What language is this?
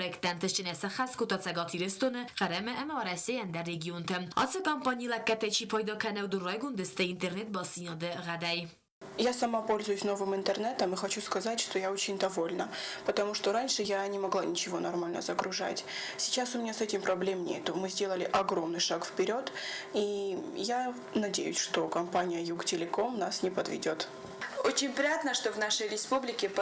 Ossetic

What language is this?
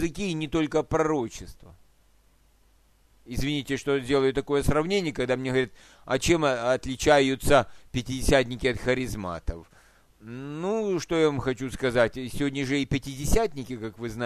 Russian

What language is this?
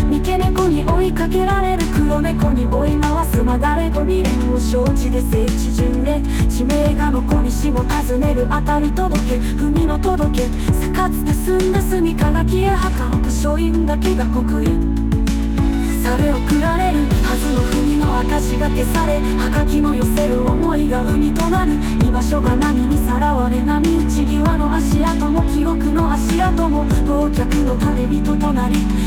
Japanese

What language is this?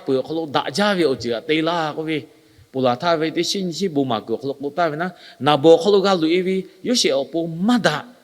Lahu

